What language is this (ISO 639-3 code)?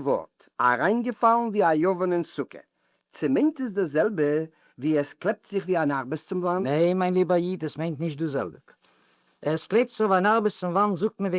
yid